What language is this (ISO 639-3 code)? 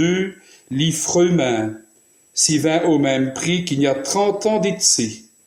wln